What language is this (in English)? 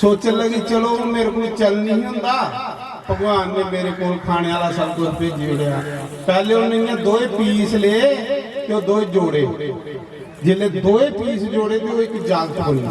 Dogri